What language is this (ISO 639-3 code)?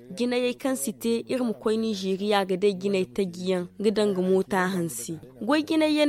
dje